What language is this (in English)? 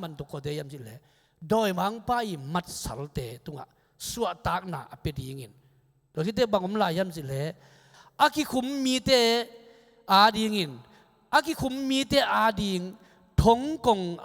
Tedim Chin